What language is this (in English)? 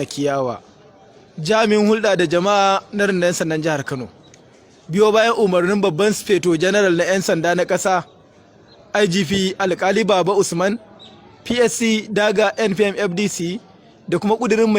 Hausa